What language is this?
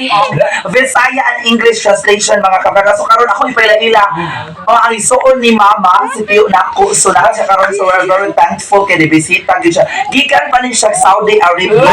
Cebuano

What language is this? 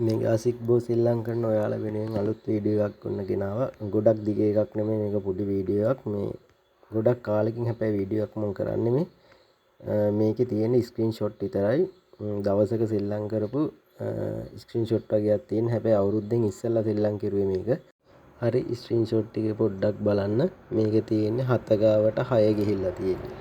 Sinhala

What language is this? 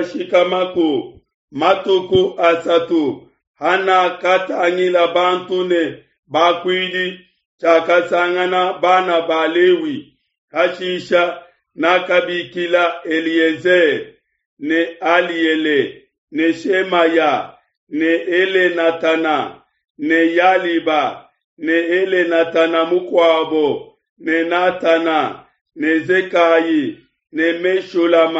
Luba-Lulua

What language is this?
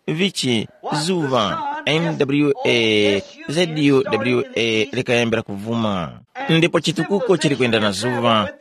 Tumbuka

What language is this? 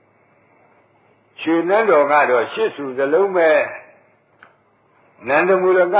Burmese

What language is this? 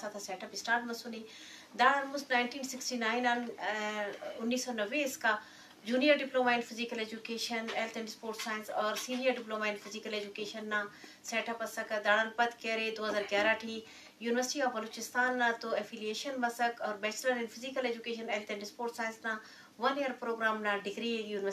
Eastern Balochi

